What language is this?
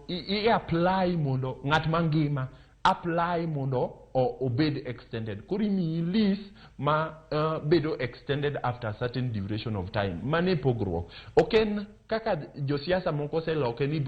Luo (Kenya and Tanzania)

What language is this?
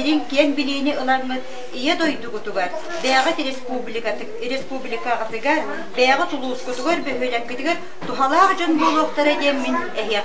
Yakut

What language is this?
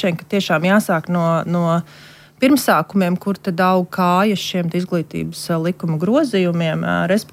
Latvian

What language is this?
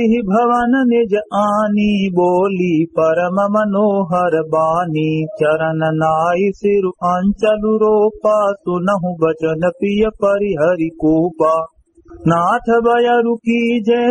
Awadhi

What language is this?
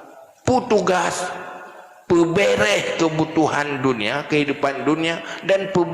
Achinese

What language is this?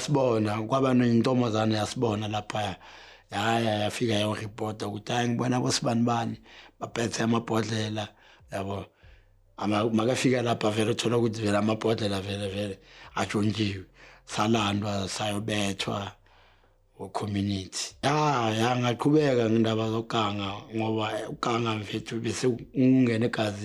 Zulu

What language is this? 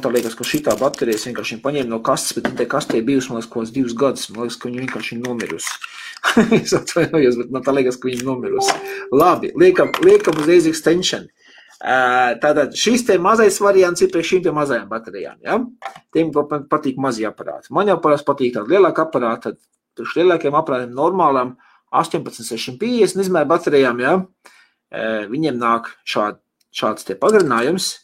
Latvian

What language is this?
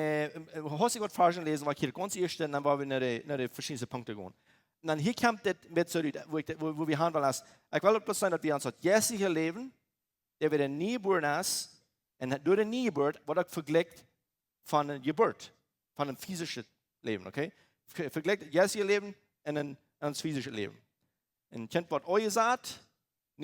Plautdietsch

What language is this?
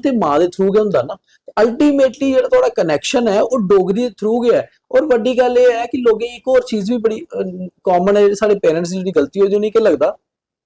Dogri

